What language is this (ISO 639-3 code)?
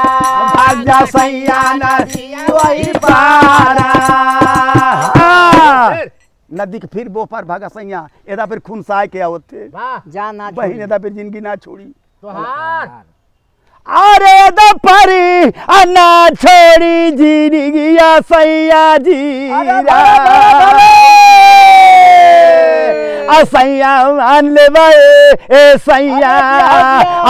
bho